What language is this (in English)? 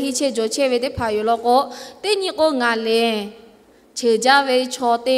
Lahu